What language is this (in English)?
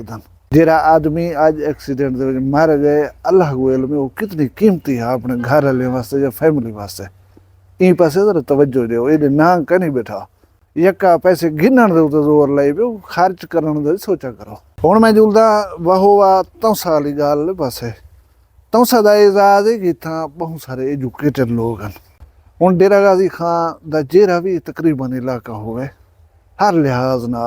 Saraiki